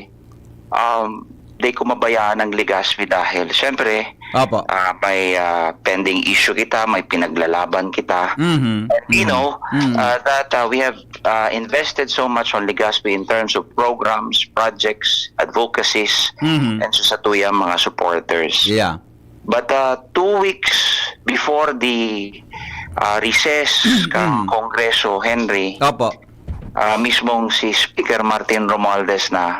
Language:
Bikol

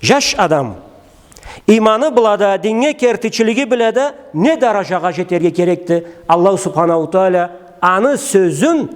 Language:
Karachay-Balkar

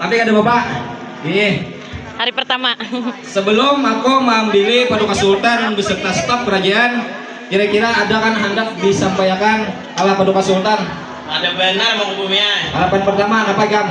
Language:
Banjar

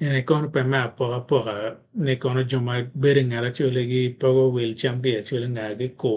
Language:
Acoli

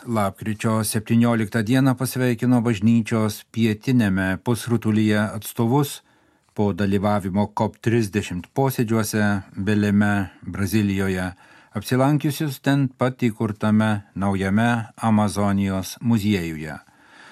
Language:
Lithuanian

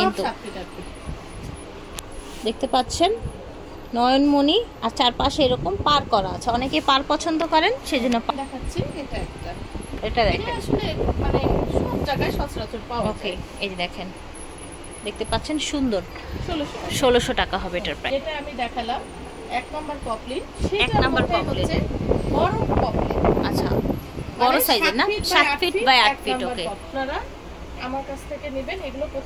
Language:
Bangla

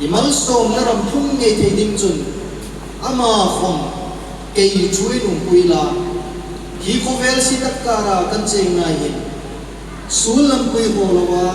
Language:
Hmar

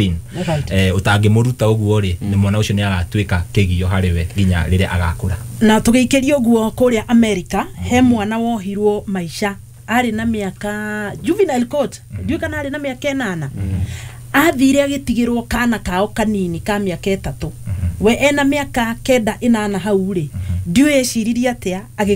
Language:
Kikuyu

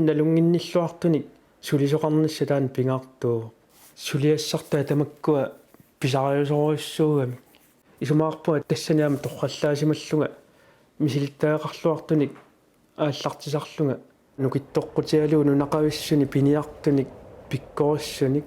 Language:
Kalaallisut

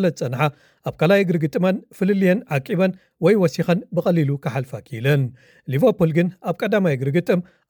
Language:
Tigrinya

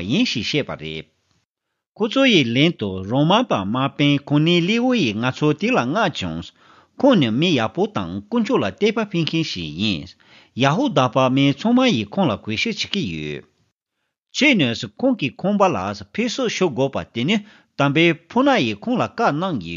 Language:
Tibetan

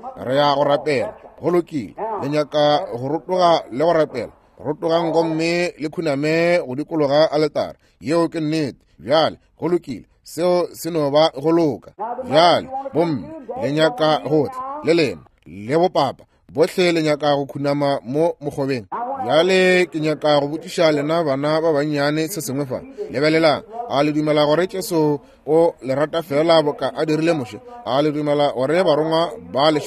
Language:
Northern Sotho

